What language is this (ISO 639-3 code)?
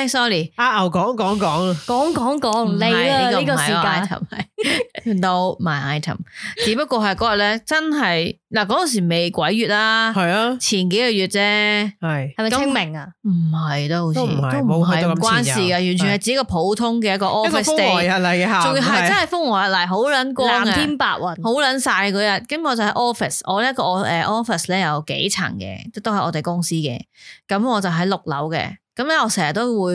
yue